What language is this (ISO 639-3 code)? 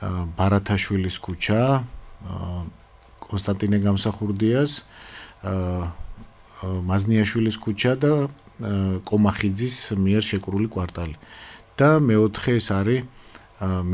kat